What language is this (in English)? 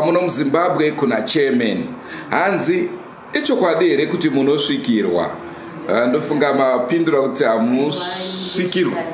Shona